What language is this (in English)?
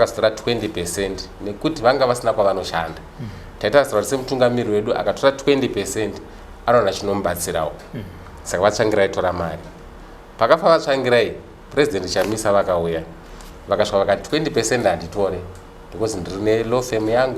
Shona